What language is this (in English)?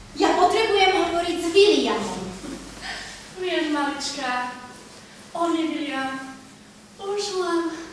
Slovak